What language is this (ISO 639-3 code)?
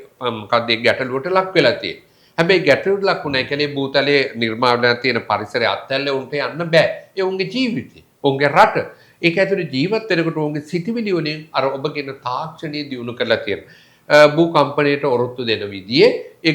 sin